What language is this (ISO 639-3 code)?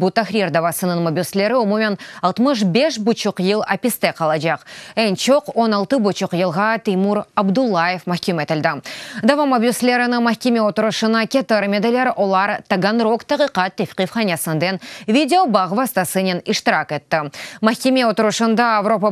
crh